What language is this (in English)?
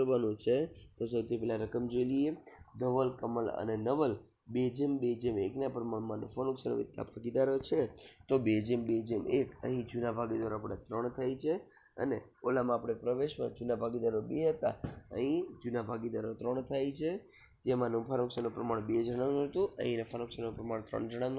Gujarati